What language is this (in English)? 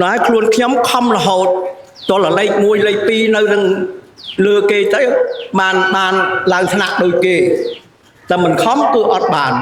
Khmer